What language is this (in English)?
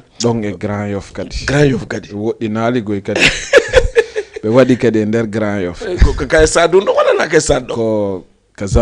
Fula